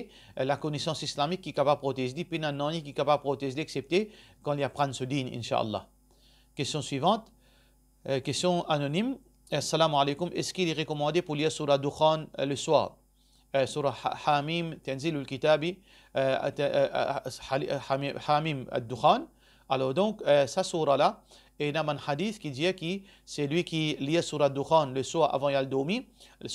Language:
Morisyen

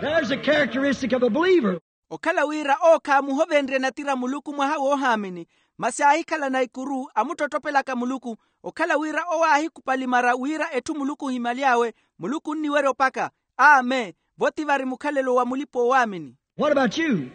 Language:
Makhuwa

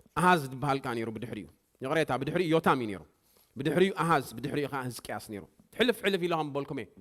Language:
Tigrinya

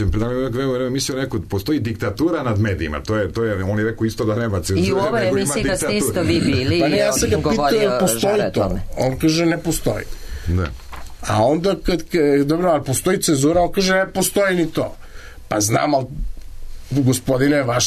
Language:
Serbian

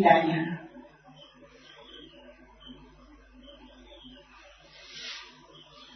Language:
Burmese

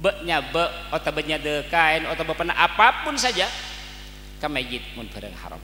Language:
Madurese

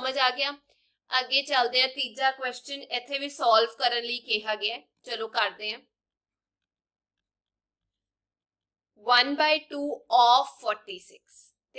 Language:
Punjabi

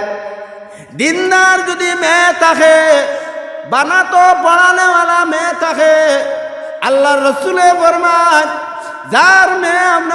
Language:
Sylheti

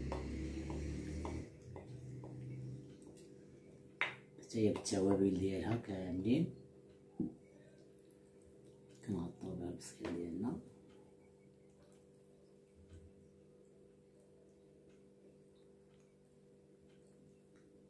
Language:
Moroccan Arabic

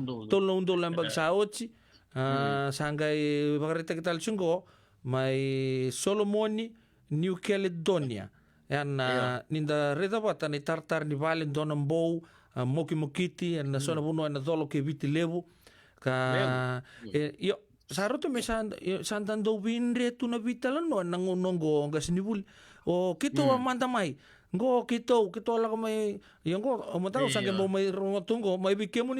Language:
Fijian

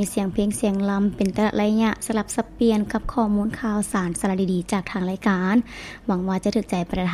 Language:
Lao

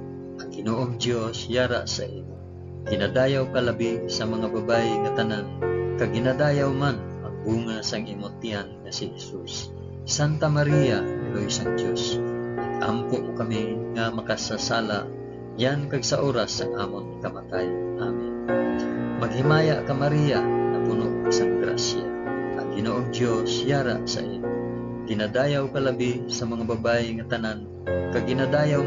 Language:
Hiligaynon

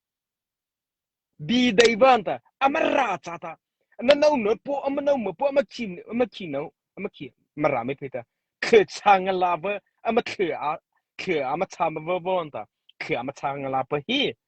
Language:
Mara Chin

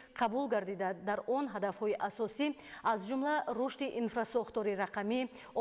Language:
Tajik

